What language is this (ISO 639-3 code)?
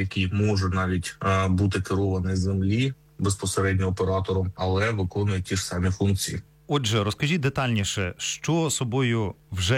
ukr